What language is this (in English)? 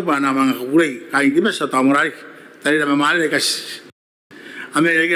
Gilbertese